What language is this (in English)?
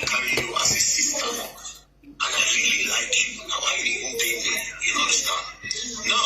Nigerian Pidgin